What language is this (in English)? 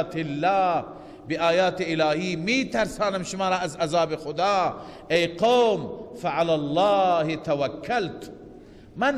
Persian